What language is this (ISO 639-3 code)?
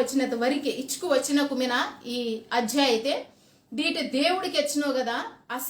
kff